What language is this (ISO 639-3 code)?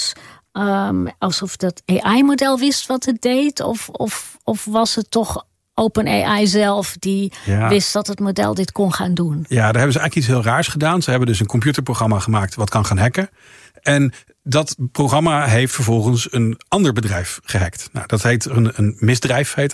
nld